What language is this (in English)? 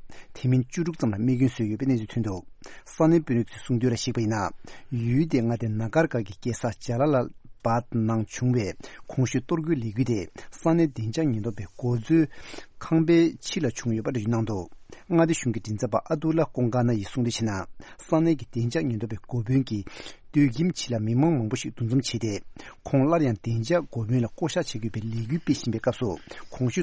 Tibetan